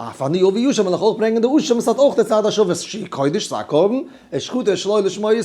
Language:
Yiddish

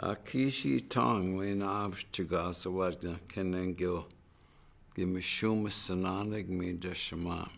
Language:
Chippewa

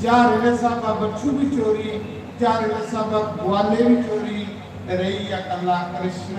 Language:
Dogri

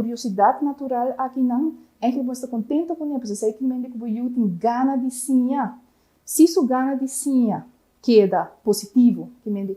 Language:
Papiamento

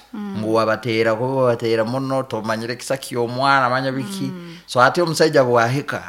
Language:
Nyankole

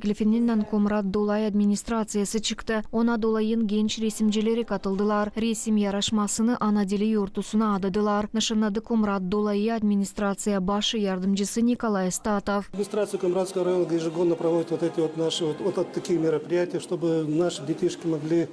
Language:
Gagauz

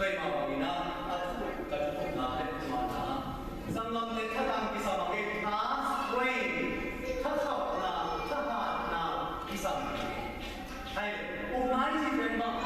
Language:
Tedim Chin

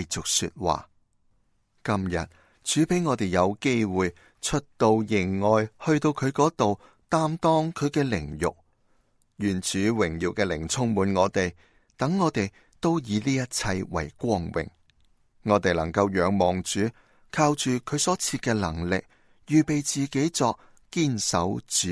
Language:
Cantonese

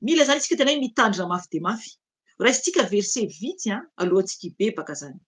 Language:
Malagasy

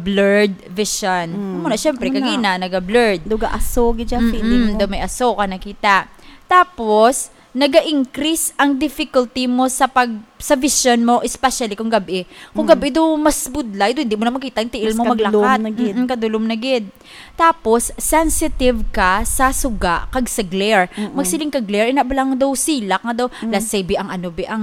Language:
Hiligaynon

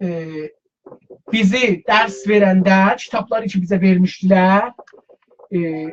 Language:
South Azerbaijani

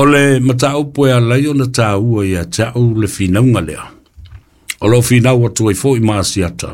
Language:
Samoan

